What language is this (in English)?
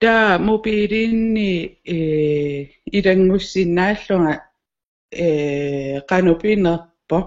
Kalaallisut